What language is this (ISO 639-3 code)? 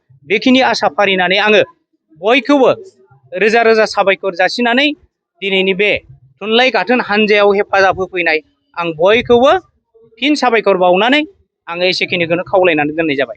brx